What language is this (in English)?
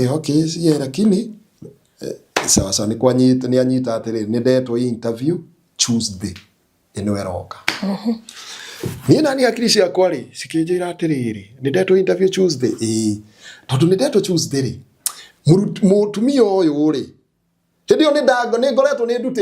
Kikuyu